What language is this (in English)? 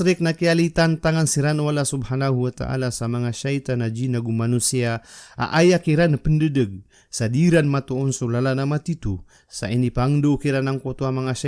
Maranao